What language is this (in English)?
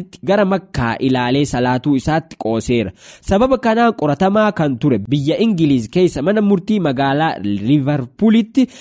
Oromo